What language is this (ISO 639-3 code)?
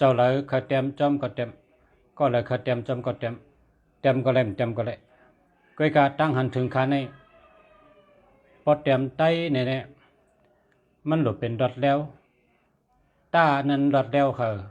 shn